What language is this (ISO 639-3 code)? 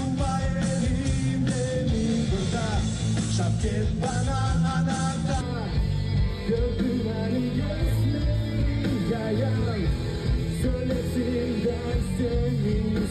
gag